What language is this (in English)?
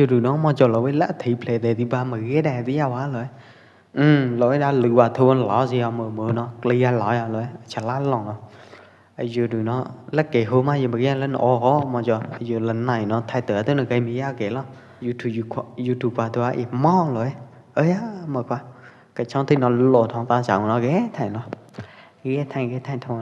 Pwo Eastern Karen